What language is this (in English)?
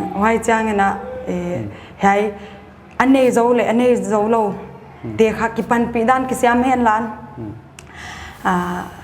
Paite Chin